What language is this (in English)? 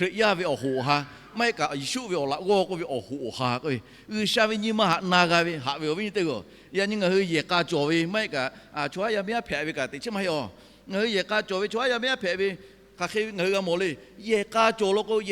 Lahu